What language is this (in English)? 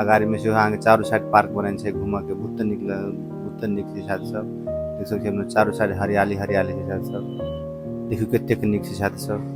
Maithili